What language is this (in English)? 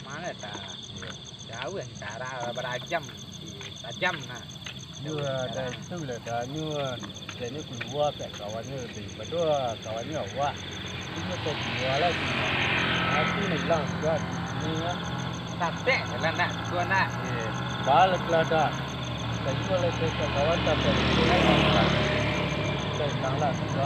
Minangkabau